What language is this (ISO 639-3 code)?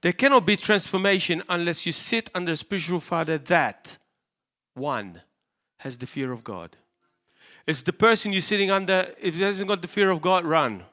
eng